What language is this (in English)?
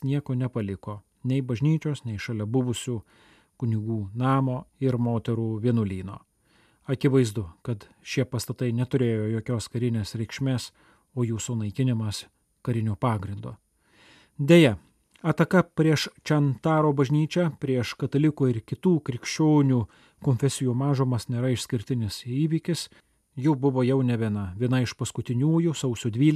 Lithuanian